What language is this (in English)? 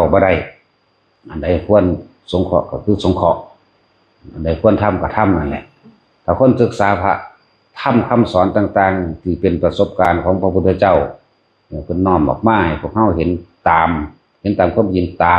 Northeastern Thai